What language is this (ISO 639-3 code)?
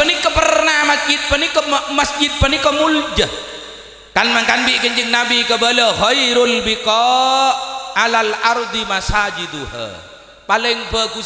mad